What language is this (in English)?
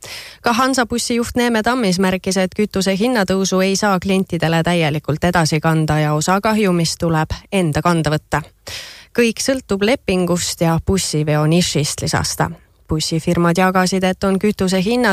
Estonian